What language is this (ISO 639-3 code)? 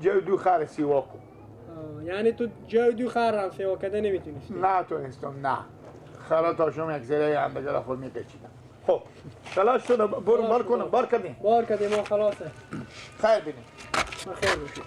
fas